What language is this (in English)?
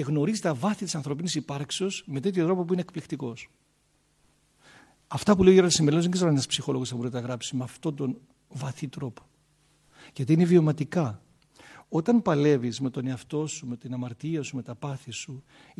Greek